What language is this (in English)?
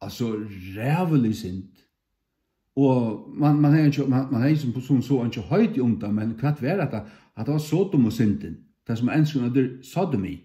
Faroese